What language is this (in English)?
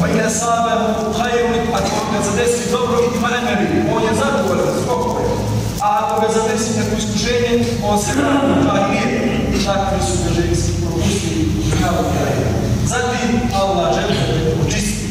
Bosnian